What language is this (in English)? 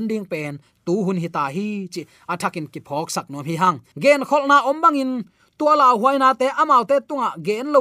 Tedim Chin